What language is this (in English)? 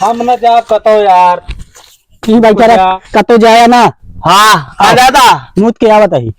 Awadhi